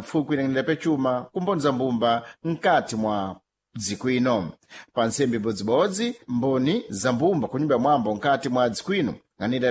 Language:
Sena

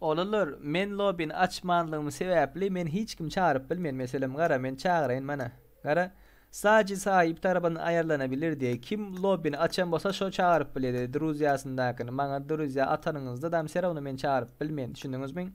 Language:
Turkmen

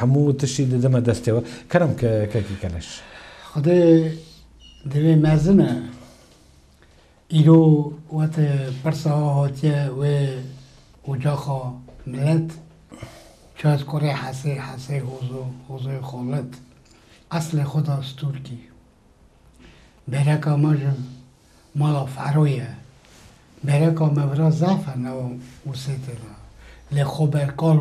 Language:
Kurdish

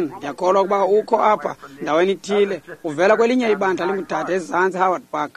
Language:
Xhosa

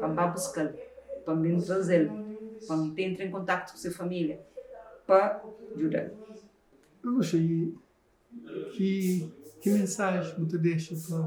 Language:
Kabuverdianu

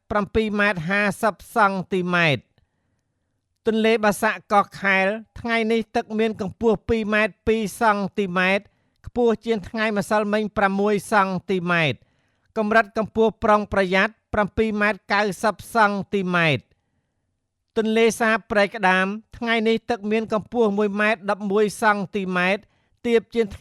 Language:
Khmer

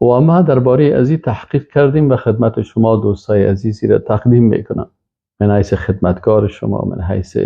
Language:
Persian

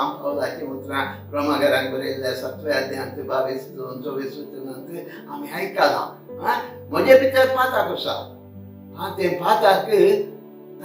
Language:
Konkani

